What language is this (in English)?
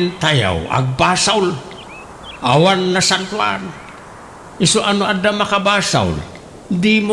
Iloko